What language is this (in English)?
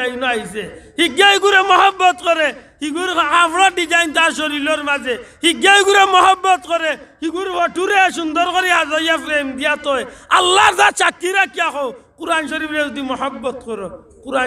Sylheti